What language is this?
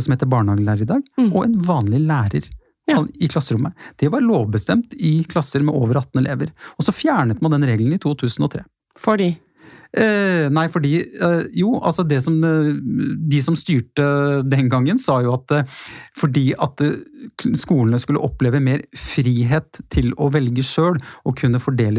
Norwegian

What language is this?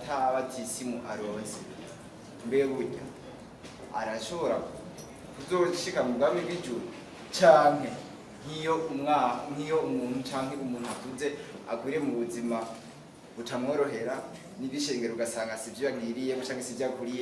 Rundi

